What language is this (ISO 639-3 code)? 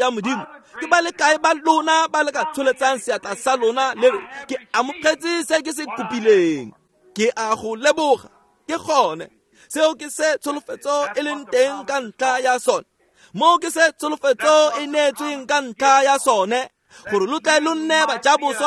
tsn